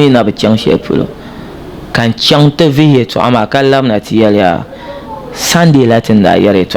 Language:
Dagbani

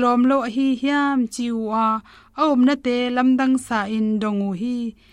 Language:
Tedim Chin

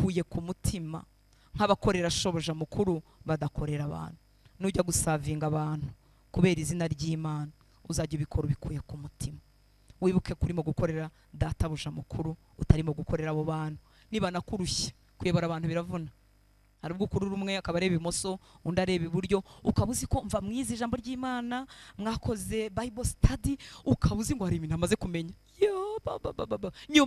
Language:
Kinyarwanda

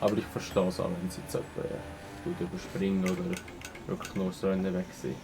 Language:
Swiss German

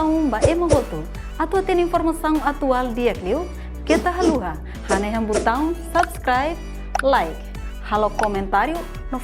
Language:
Tetum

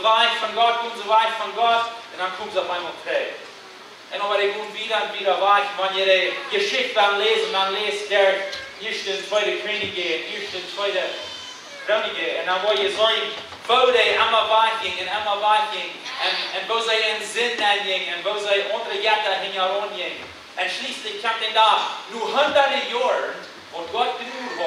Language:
Plautdietsch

